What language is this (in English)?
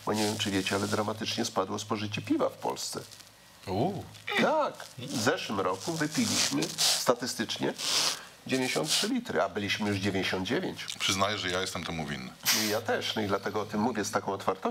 Polish